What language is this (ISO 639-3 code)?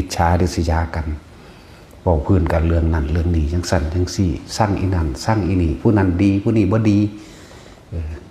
tts